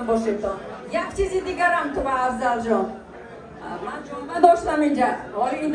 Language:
Tajik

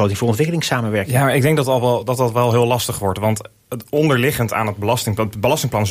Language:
Dutch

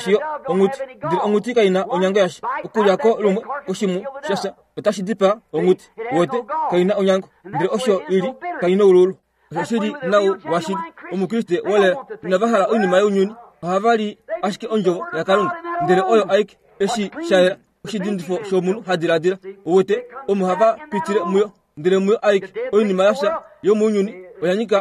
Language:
Kuanyama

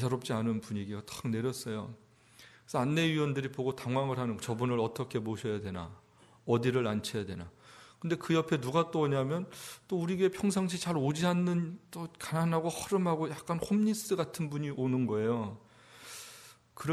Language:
Korean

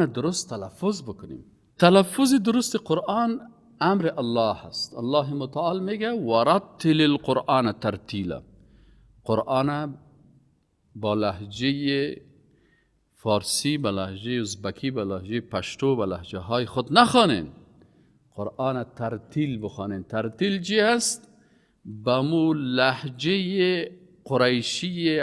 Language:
Persian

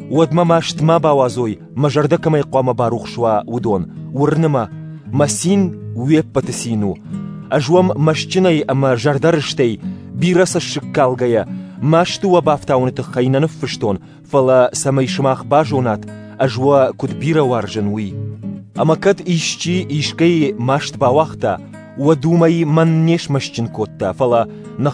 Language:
Ossetic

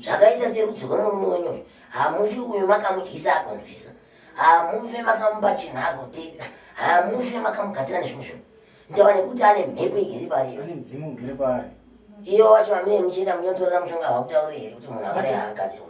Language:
Shona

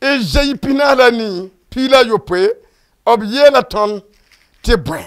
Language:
Mossi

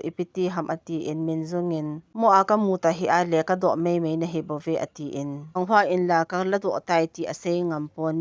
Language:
Thado Chin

